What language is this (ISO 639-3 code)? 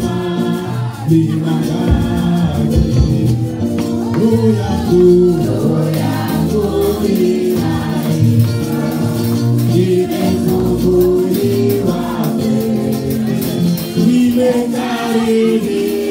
swa